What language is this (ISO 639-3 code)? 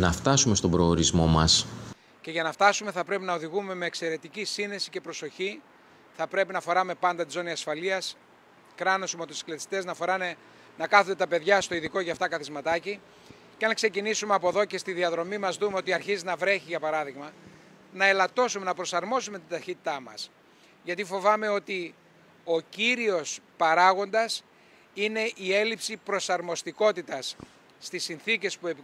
ell